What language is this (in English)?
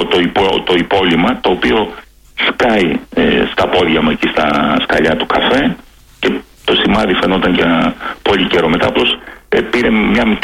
Greek